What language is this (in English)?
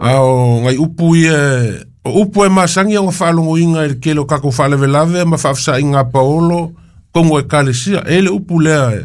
Samoan